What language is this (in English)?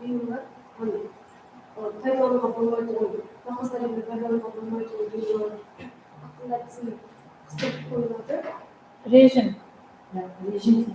Kara-Kalpak